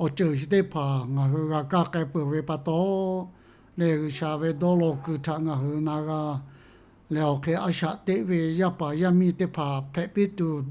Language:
Lahu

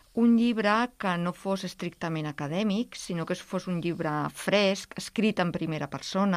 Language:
Catalan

